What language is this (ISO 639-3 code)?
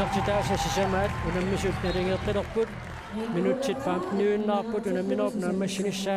kal